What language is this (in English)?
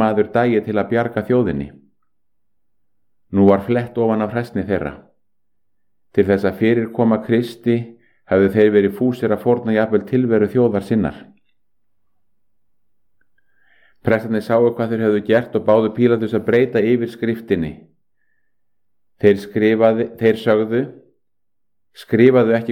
Icelandic